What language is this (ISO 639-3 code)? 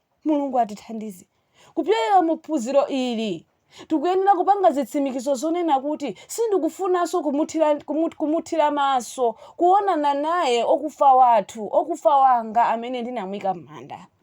nya